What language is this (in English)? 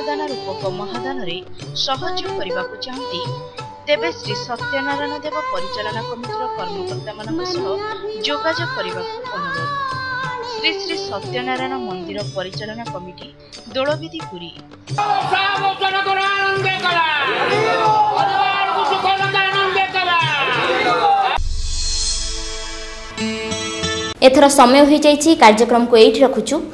Odia